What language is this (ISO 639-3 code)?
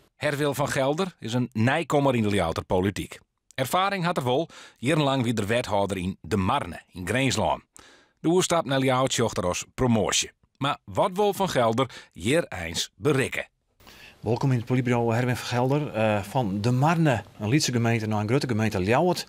fry